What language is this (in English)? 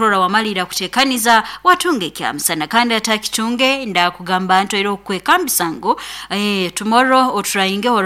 Nyoro